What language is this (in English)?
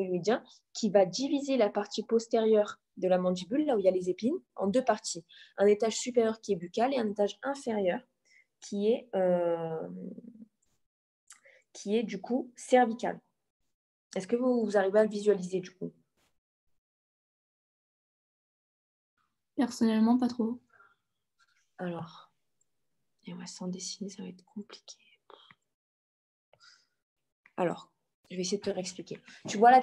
French